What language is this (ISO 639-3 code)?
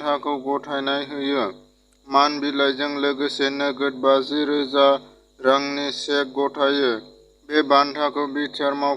brx